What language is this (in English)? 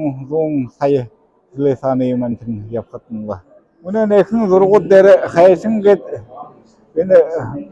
Buriat